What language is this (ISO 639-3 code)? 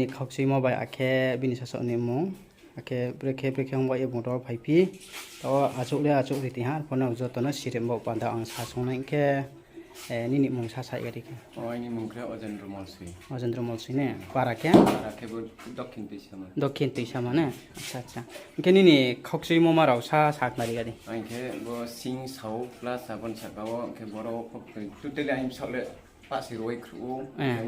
ria